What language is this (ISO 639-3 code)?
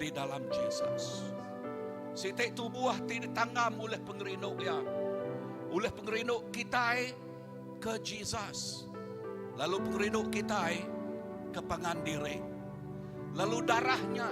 iba